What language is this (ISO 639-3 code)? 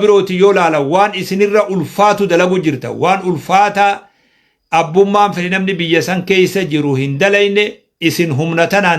orm